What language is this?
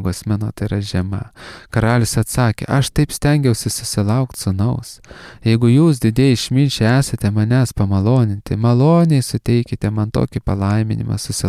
Lithuanian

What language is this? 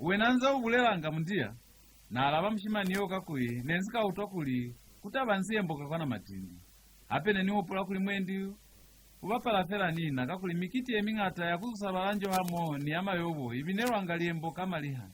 Lozi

